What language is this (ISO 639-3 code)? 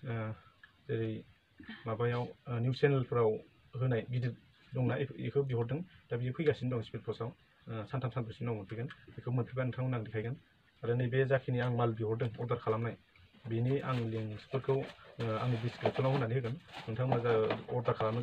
brx